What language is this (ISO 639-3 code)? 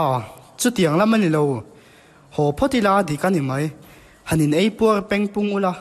lus